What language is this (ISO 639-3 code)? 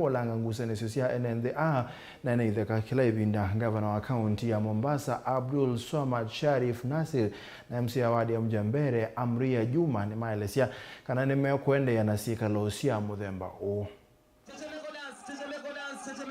kam